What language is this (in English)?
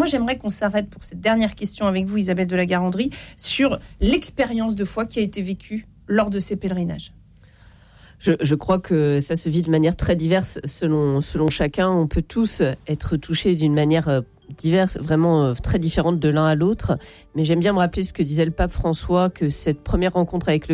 French